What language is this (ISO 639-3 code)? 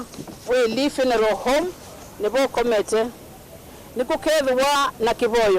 kam